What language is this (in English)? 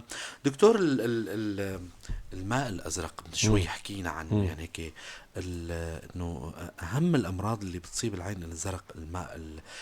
North Levantine Arabic